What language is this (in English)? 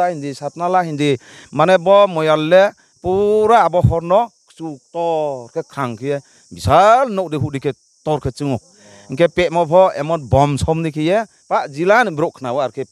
Riang (India)